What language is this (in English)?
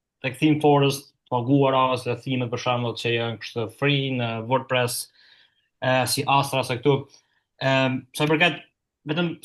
Albanian